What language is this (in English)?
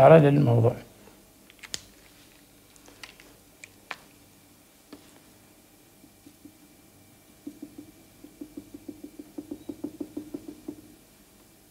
Arabic